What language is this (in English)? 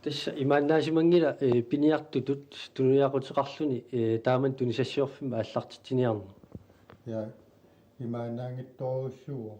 Kalaallisut